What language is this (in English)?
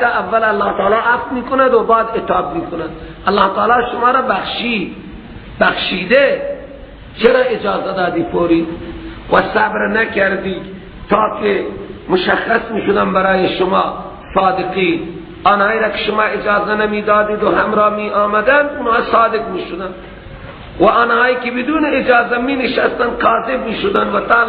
Persian